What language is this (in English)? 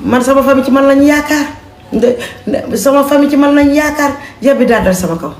Wolof